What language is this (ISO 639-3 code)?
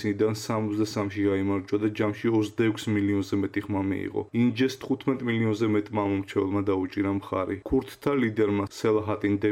kat